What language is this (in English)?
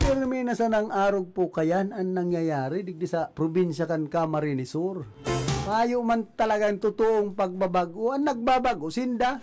Bikol